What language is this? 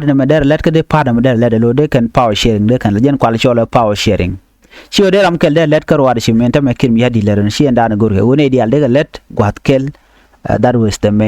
Nuer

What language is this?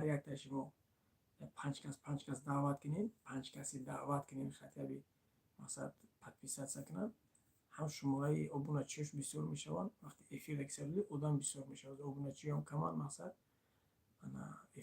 Tajik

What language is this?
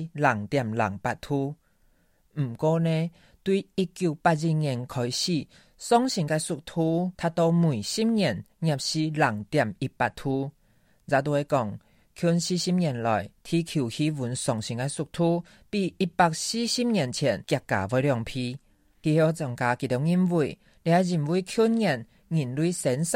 Hakka Chinese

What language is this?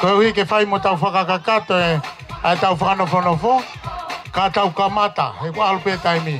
Tongan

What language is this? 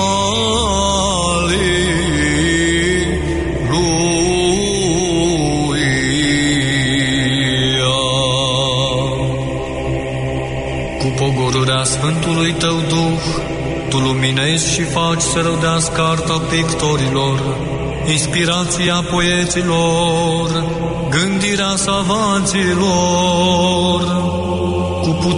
Romanian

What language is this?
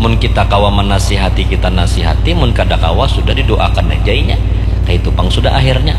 Banjar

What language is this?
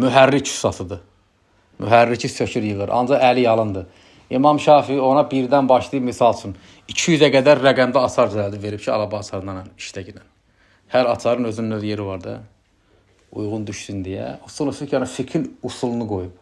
Azerbaijani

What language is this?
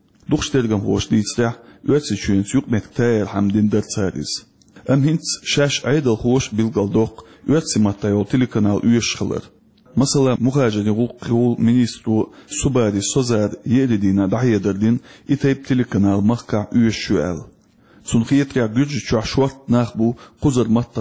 Chechen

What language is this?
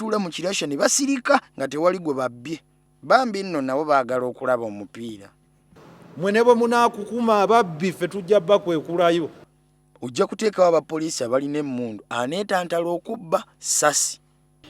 Ganda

